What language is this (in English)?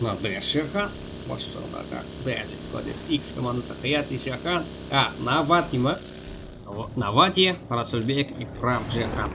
Kara-Kalpak